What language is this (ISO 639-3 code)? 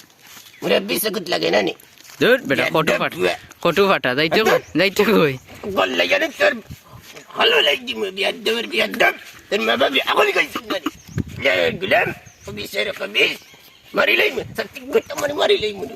syl